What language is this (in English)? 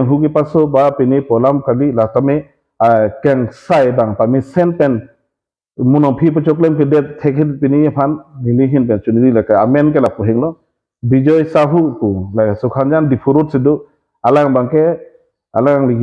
Karbi